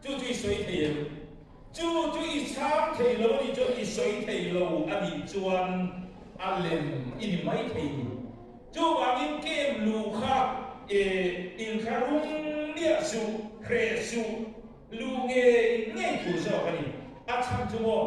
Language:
Mizo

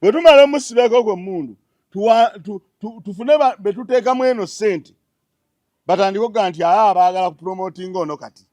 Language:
Ganda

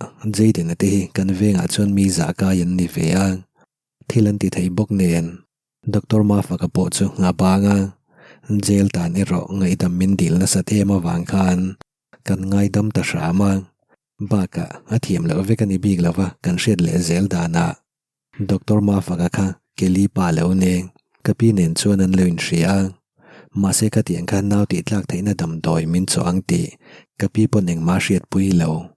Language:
Mizo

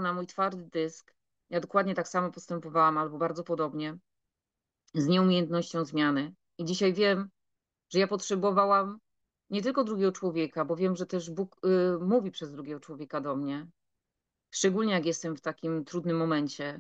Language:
Polish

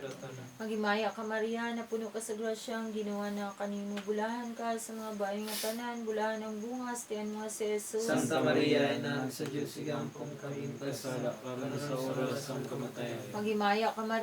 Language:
Cebuano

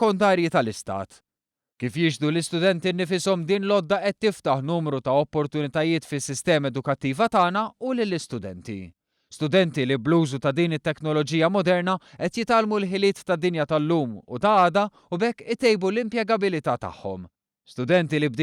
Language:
Maltese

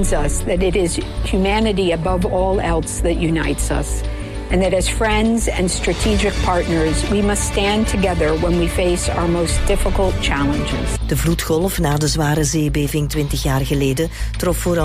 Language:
Dutch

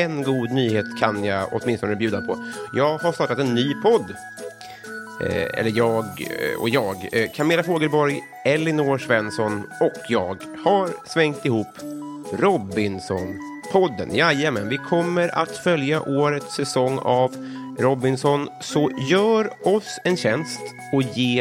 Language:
Swedish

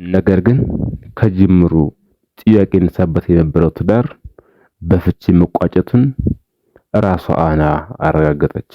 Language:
Amharic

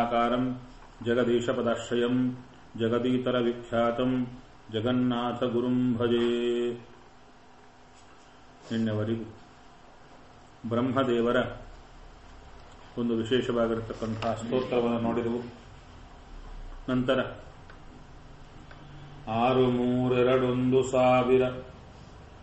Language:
Kannada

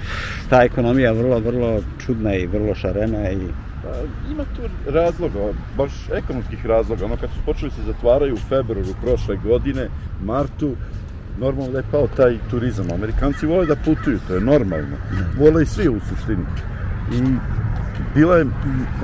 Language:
Serbian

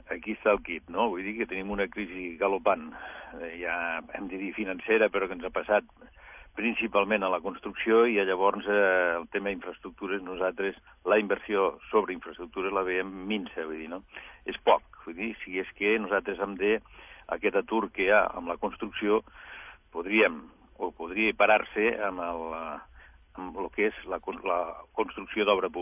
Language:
Catalan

